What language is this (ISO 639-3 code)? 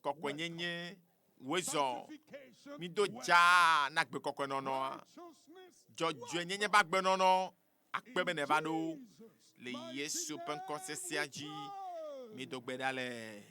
ewe